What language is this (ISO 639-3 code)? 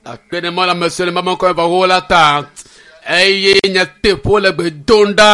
ewe